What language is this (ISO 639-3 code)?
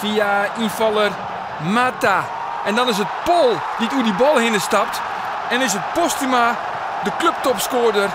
fry